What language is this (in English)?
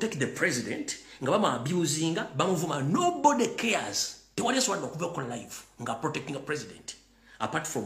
Ganda